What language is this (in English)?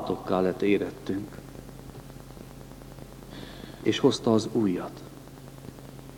Hungarian